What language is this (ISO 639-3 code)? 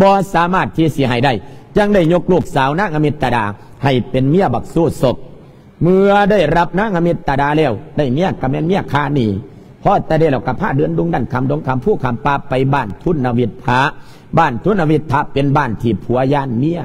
lao